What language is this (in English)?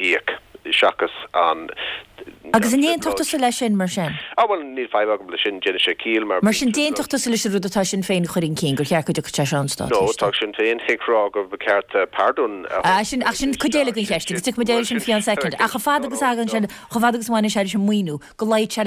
Irish